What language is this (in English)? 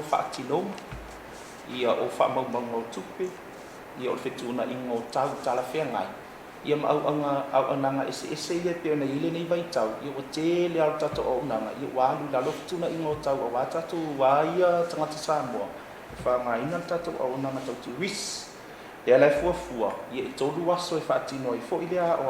Samoan